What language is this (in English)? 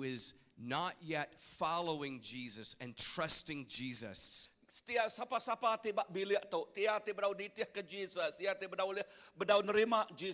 Iban